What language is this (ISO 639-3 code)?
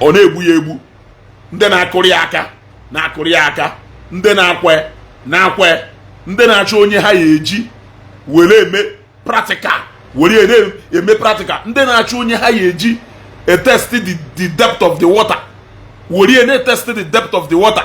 ibo